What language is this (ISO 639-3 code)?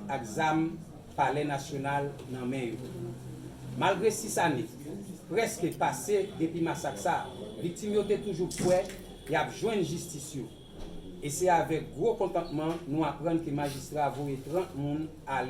hat